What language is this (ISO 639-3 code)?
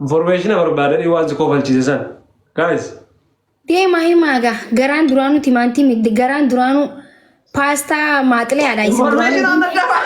orm